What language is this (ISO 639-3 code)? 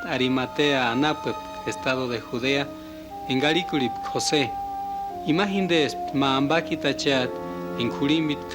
tsz